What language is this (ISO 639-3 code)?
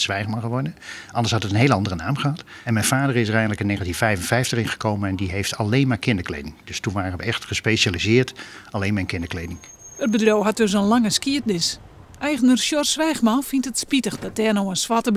fry